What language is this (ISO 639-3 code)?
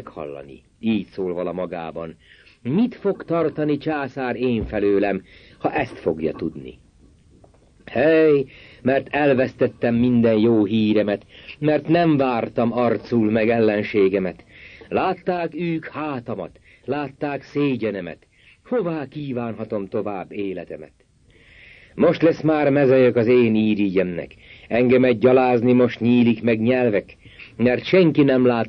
hun